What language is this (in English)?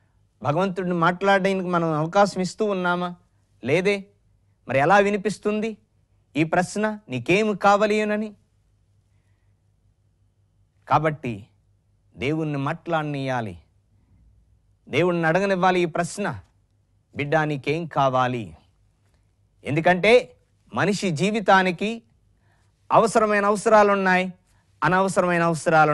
Telugu